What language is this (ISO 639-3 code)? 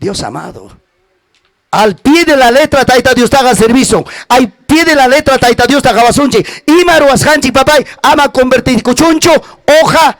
quy